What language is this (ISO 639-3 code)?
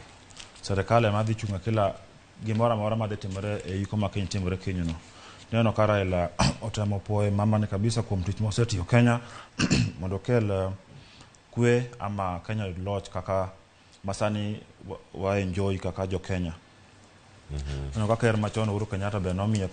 luo